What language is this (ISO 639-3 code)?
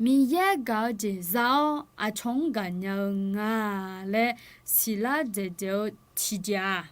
ahk